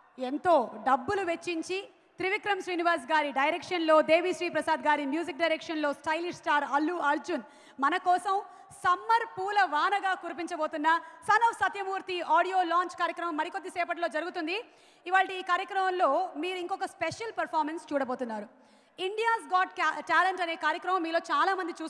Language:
Telugu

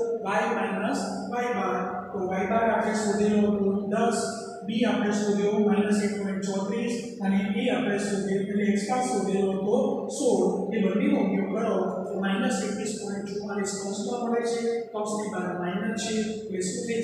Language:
Gujarati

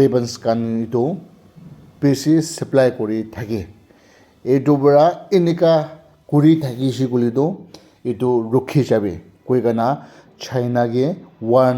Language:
Naga Pidgin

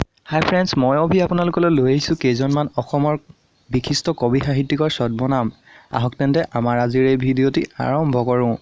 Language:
Assamese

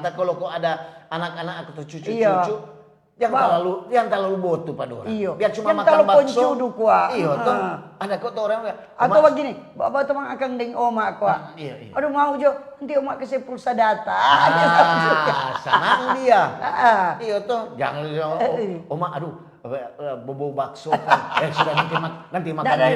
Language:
Manado Malay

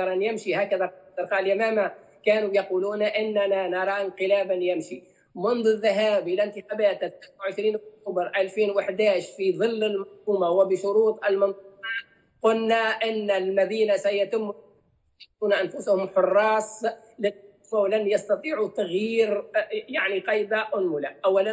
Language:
Arabic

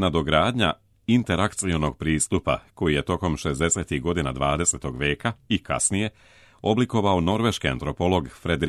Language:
Serbian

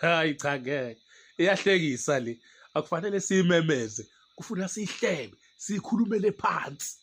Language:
Zulu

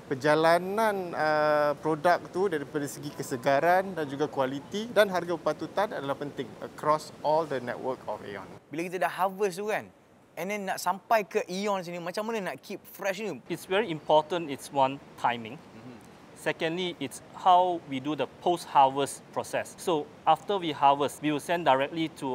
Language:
Malay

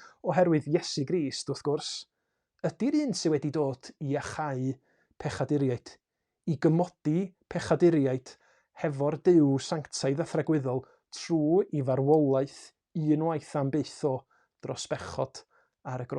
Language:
Welsh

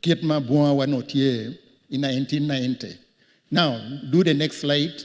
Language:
Acoli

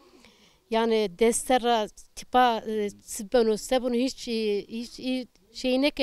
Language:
Zaza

